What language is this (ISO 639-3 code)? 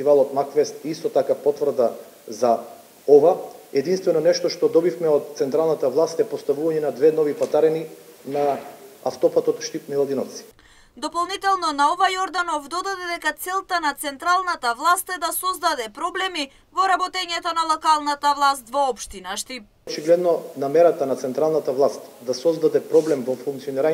mkd